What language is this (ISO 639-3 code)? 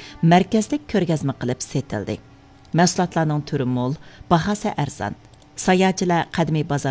uig